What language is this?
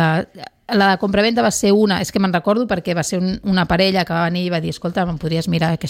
Catalan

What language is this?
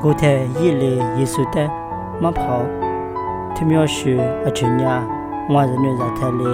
Lisu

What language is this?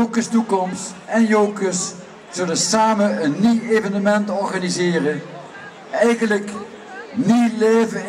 Limburgish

